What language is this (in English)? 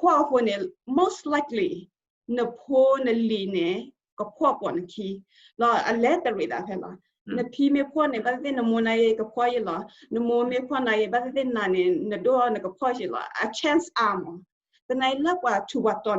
S'gaw Karen